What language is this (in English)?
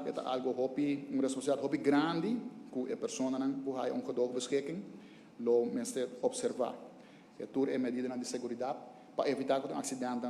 Papiamento